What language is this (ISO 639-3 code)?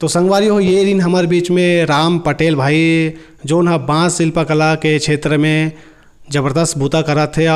hne